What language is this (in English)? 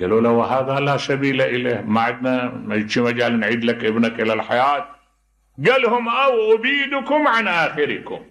Mesopotamian Arabic